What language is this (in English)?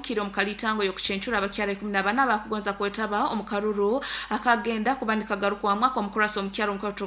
Nyoro